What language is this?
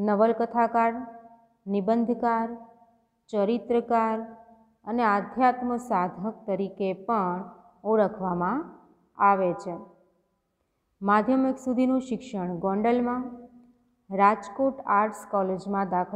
Gujarati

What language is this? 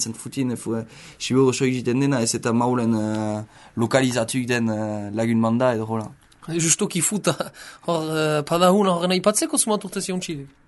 Basque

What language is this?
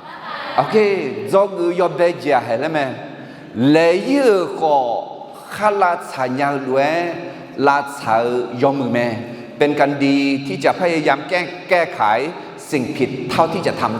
Akha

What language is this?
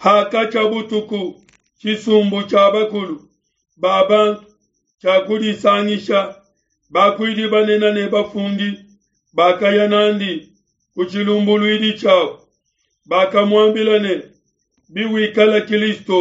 Luba-Lulua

